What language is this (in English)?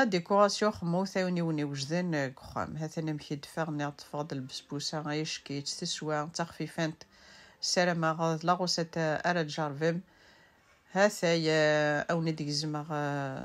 Kabyle